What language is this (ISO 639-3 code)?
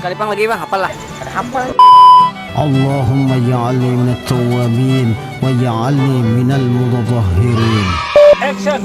bjn